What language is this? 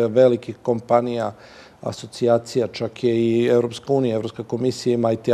Serbian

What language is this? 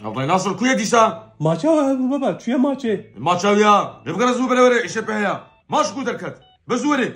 Kurdish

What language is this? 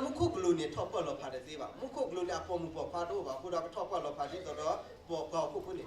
S'gaw Karen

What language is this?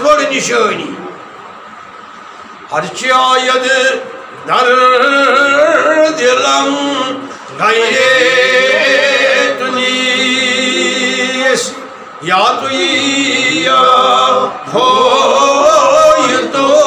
Kashmiri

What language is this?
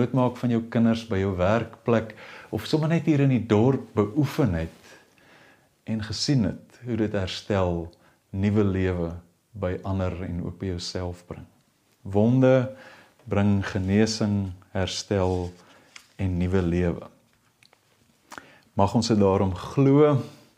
Afrikaans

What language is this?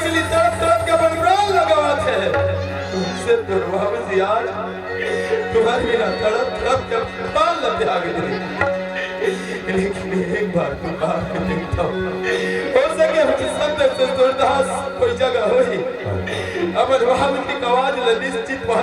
Chhattisgarhi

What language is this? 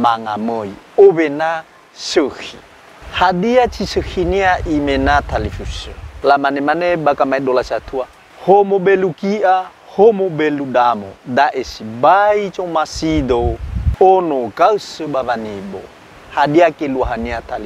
Nias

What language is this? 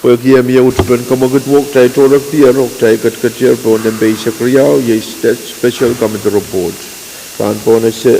Pohnpeian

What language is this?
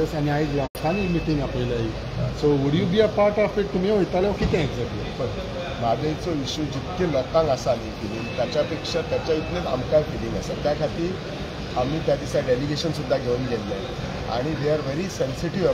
Konkani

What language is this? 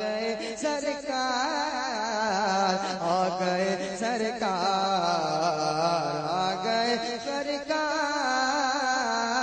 Urdu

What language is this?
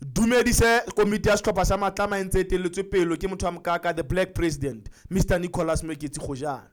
Southern Sotho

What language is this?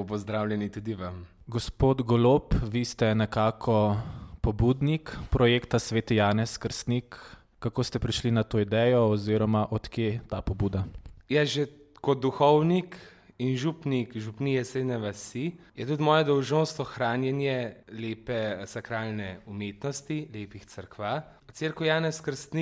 Slovenian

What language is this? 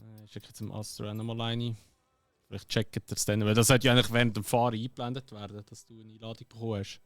Swiss German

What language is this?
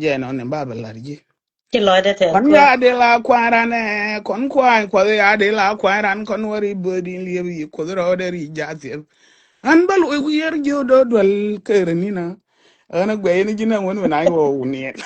Nuer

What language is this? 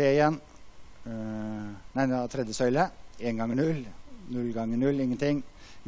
Norwegian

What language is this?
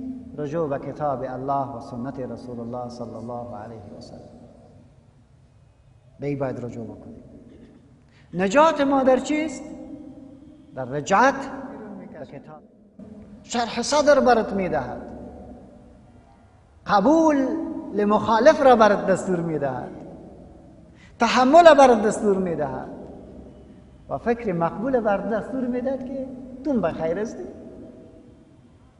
Persian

